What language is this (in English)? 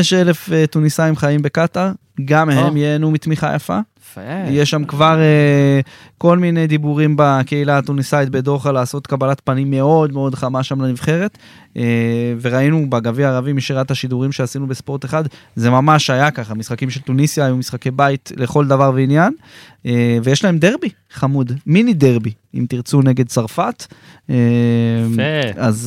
Hebrew